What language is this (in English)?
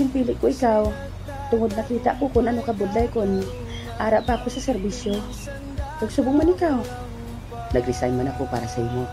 Hiligaynon